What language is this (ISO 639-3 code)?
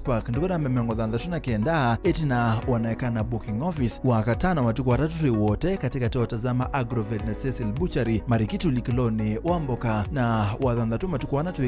kam